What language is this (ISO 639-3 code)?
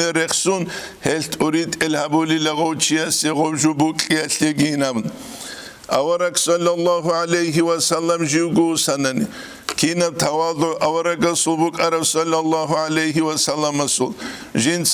ava